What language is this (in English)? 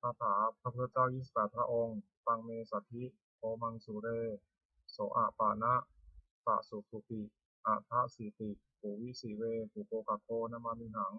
Pali